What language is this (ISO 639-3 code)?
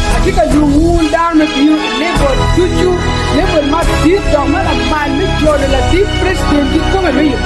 ach